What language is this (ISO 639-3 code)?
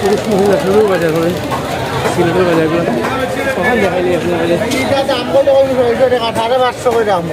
syl